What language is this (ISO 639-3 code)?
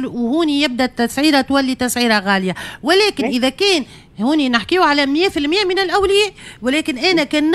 aeb